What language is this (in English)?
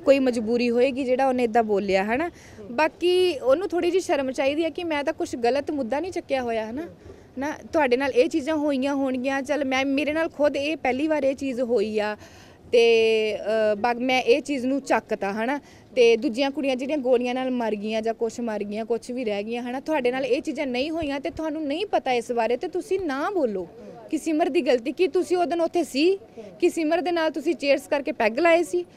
Punjabi